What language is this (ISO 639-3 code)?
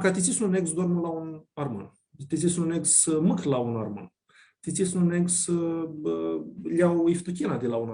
rup